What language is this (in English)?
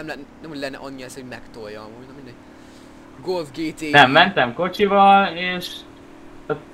Hungarian